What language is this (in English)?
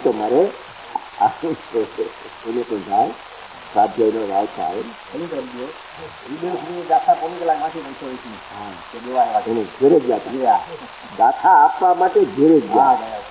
Gujarati